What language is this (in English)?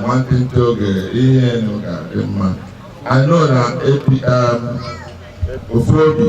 Igbo